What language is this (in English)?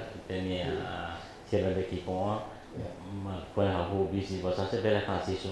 Tetum